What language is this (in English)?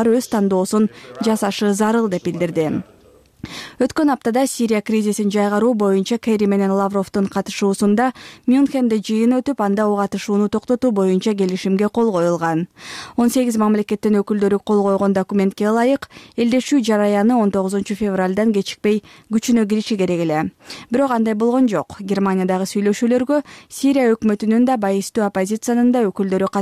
Kyrgyz